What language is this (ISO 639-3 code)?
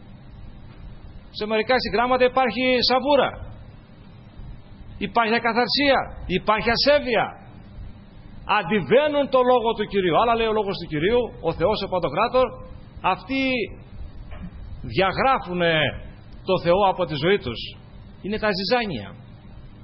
ell